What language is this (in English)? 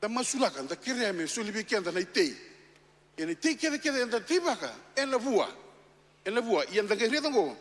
Fijian